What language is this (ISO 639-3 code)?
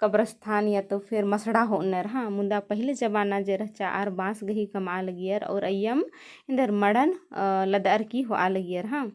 kru